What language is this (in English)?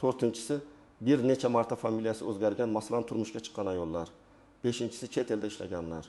Uzbek